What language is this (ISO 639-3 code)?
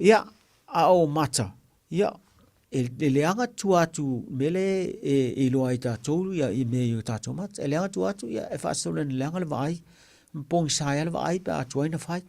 smo